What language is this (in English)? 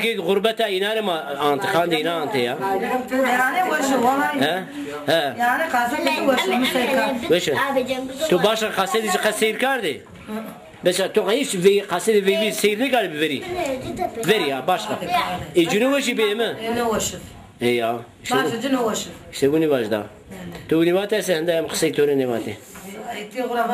Zaza